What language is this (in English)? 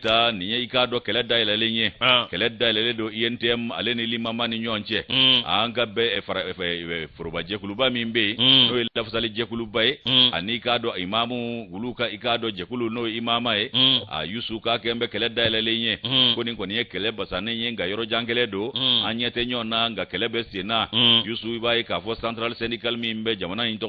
Bambara